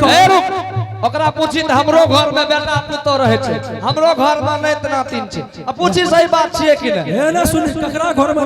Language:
Angika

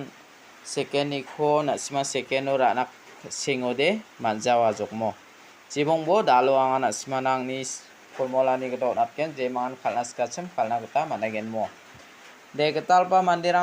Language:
Garo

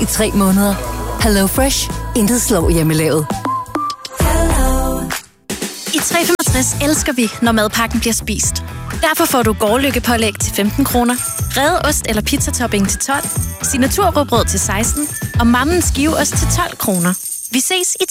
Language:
Danish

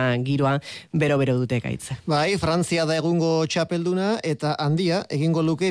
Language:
Basque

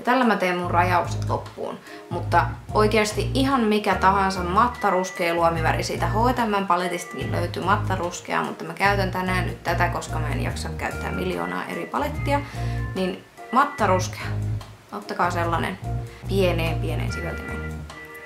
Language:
Finnish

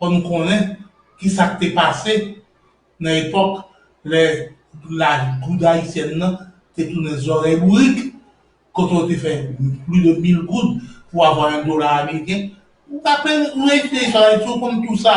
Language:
Haitian Creole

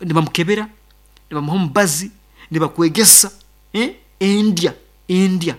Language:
Nyankole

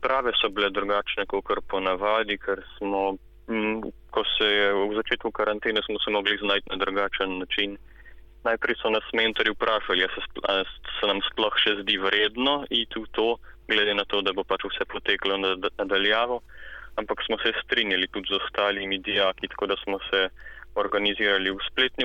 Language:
Slovenian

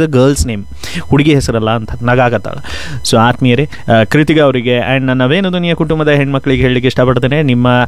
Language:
Kannada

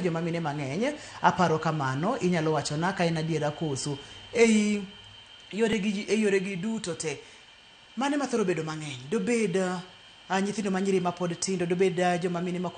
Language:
Luo (Kenya and Tanzania)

